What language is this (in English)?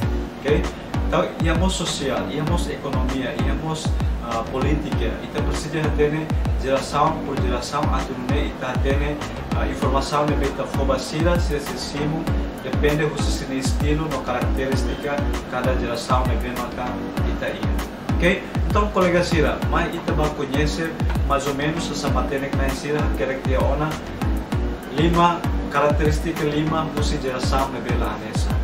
Tetum